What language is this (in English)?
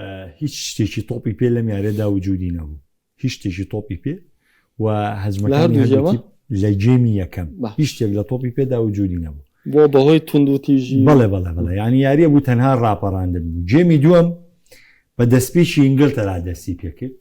Central Kurdish